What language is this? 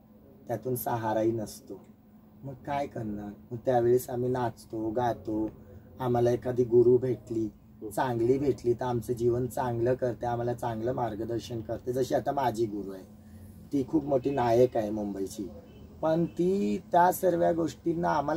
Marathi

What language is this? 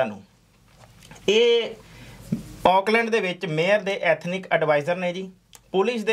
Punjabi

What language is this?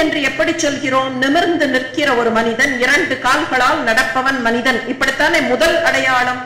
Tamil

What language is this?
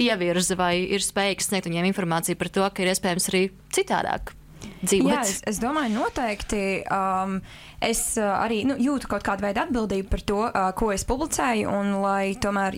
Latvian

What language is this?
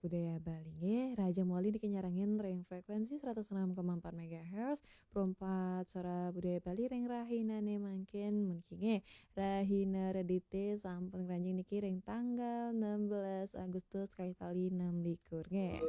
Balinese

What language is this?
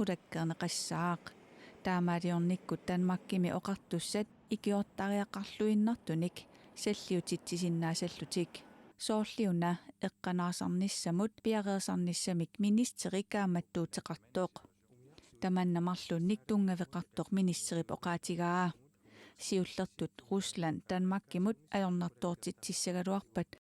Kalaallisut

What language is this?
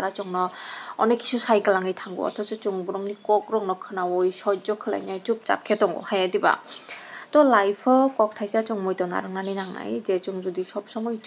Kok Borok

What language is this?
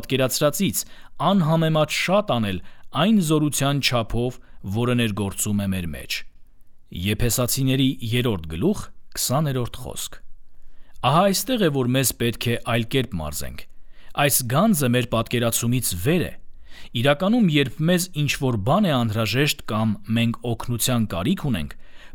Armenian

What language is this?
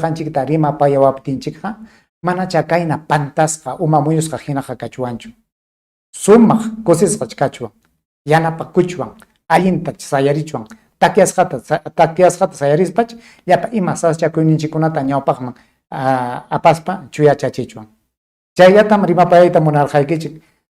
Ayacucho Quechua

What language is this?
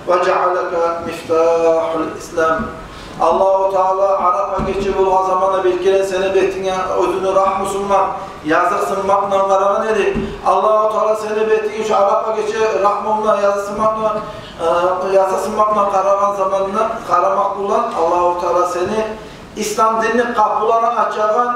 Kumyk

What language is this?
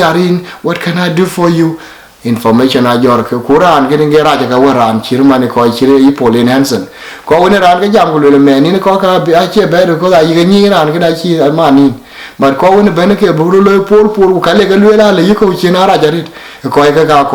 Dinka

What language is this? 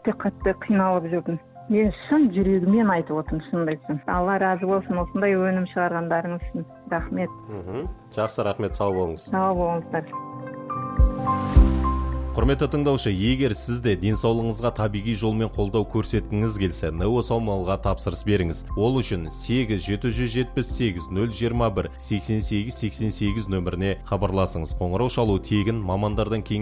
Kazakh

